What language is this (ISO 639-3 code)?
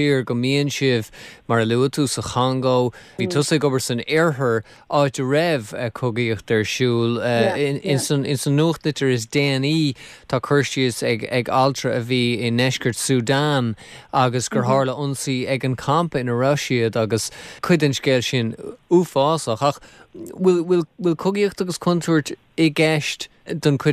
gle